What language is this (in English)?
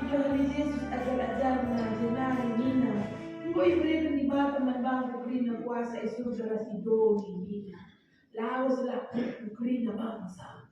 Batak Karo